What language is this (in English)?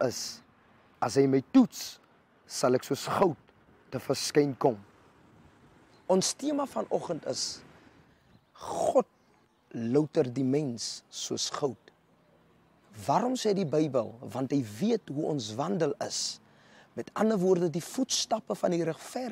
Afrikaans